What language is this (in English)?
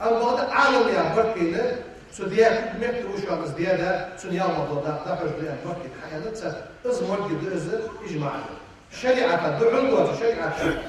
Ingush